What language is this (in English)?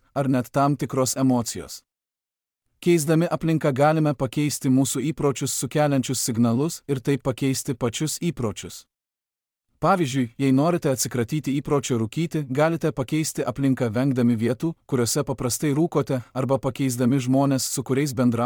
Lithuanian